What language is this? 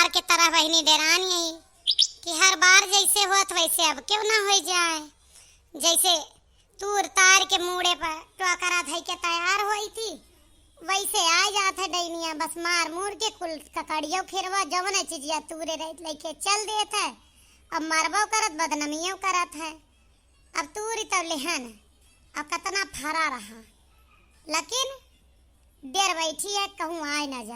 Awadhi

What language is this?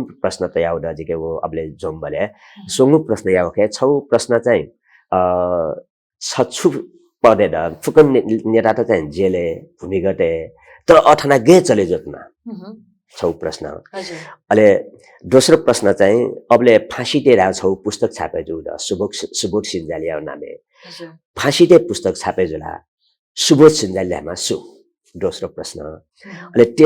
Newari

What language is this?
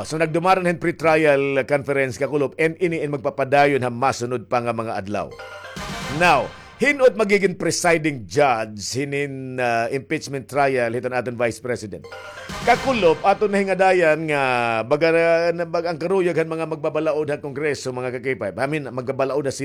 Waray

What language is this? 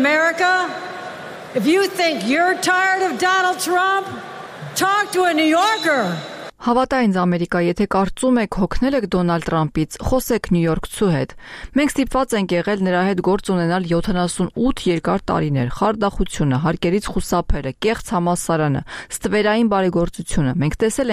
Armenian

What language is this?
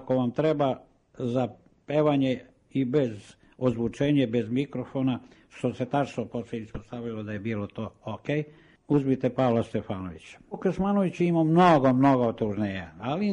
Serbian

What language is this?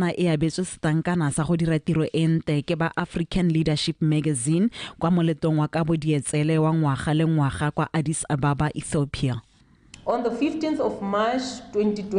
Tswana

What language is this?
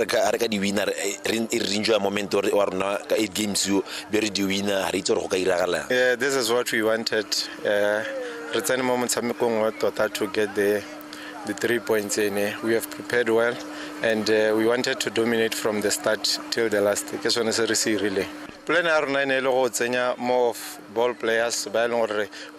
Tswana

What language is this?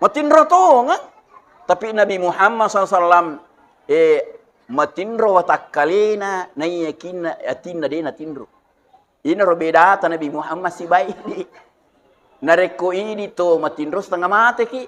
Buginese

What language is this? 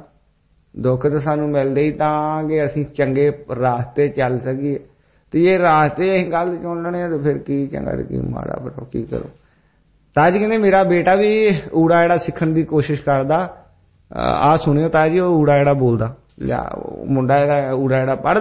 Punjabi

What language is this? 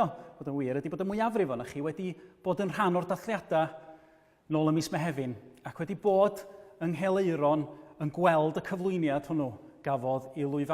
Welsh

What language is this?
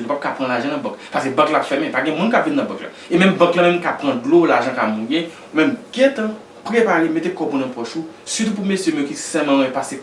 Haitian Creole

